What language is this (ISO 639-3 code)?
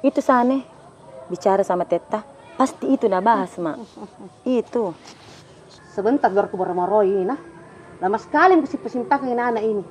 mfp